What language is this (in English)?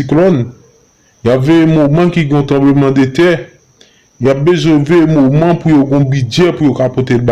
Haitian Creole